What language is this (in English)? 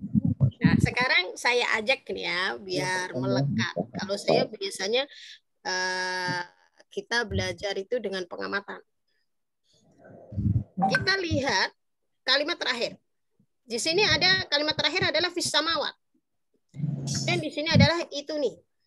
Indonesian